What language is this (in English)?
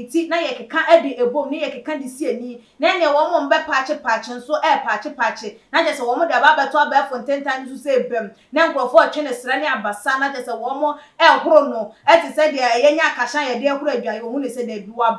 Akan